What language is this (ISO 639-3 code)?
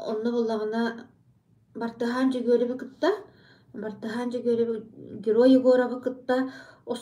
sah